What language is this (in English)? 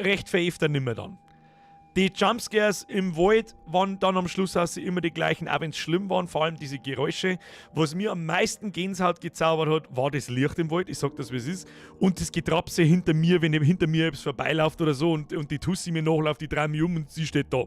Bavarian